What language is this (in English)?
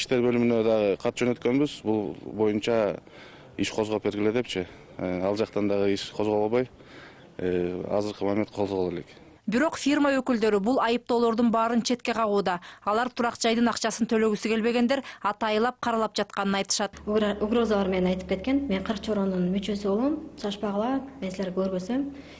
Kyrgyz